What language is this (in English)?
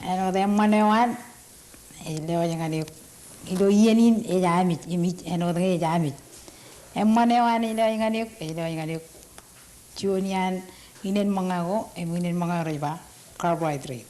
Marshallese